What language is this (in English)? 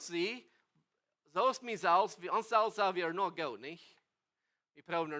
Plautdietsch